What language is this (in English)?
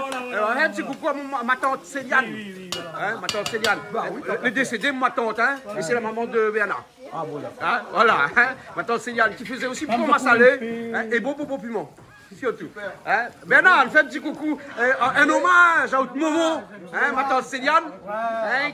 Réunion Creole French